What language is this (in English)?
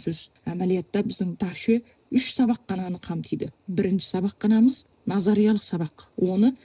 Kazakh